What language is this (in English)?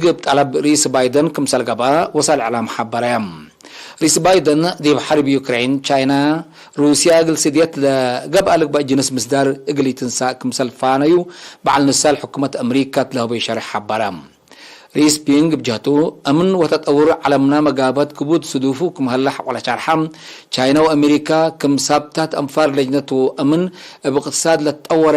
Tigre